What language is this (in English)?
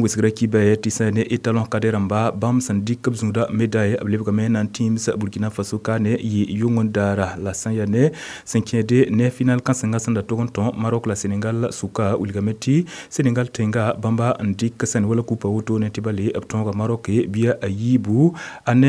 Mossi